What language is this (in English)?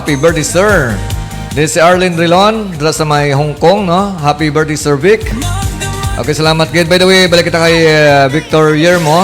Hiligaynon